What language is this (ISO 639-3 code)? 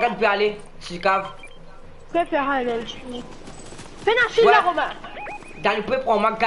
mfe